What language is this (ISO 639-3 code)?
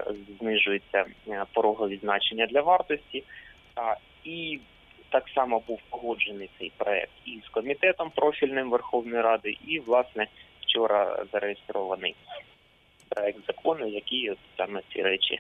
ukr